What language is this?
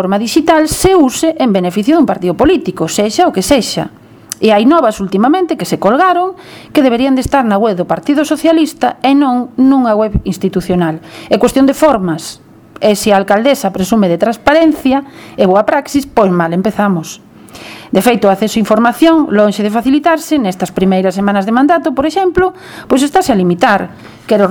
Galician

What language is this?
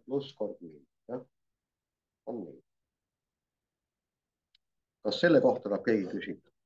Estonian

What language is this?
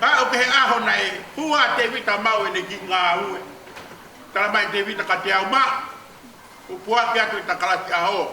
Tongan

